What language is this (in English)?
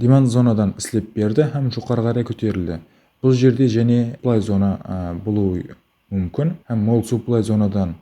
Kara-Kalpak